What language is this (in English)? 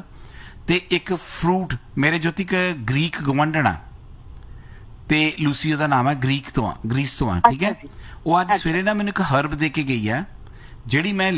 Punjabi